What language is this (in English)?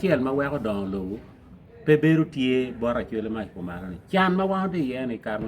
Acoli